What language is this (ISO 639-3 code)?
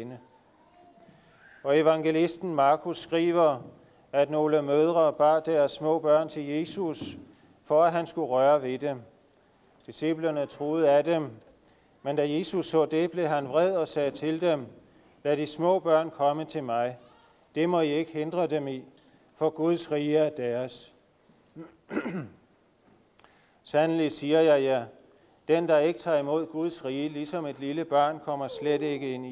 dan